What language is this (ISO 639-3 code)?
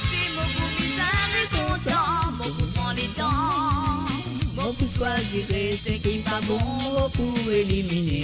mfe